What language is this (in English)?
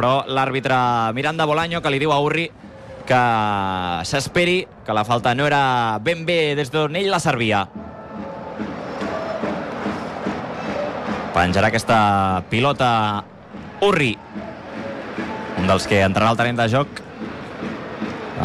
Catalan